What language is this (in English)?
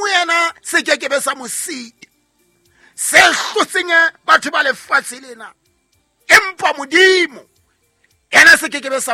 Southern Sotho